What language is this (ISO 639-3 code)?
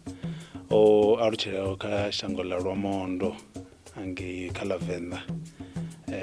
ven